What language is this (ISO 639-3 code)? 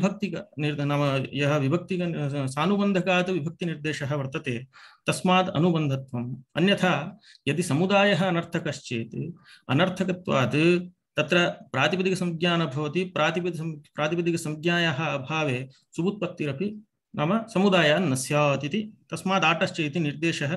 san